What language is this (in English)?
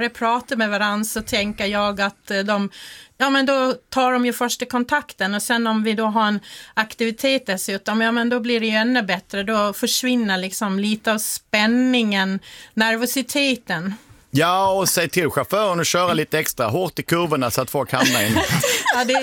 Swedish